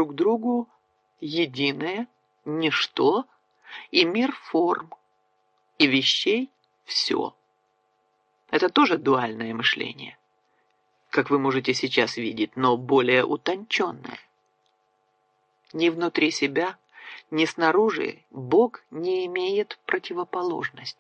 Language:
Russian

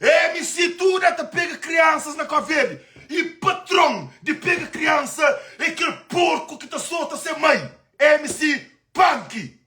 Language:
Kabuverdianu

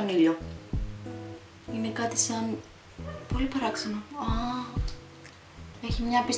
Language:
Greek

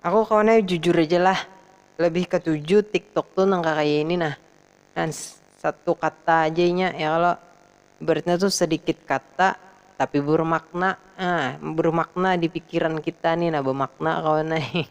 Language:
Banjar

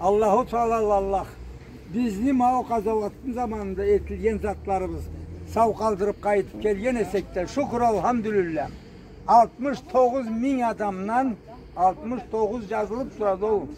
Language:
Karachay-Balkar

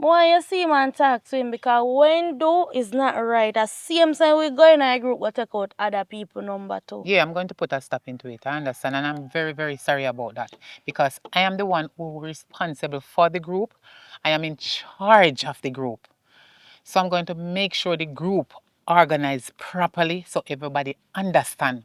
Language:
Jamaican Creole English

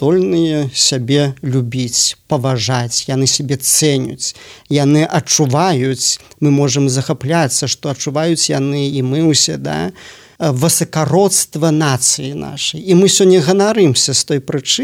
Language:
Belarusian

